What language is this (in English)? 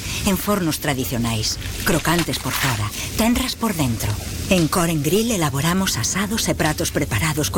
Galician